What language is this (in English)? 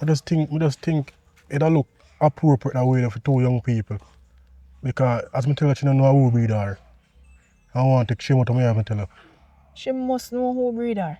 Jamaican Creole English